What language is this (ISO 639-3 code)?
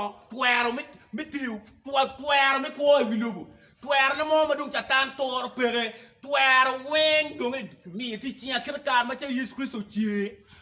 ach